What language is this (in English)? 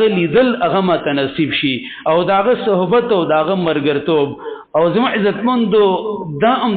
Pashto